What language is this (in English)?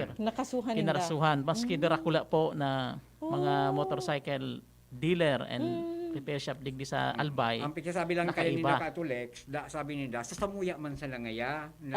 Bikol